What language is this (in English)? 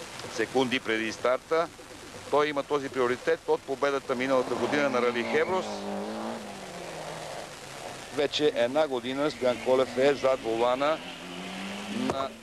Bulgarian